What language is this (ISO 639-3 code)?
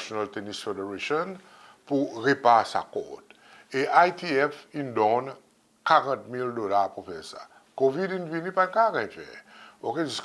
crs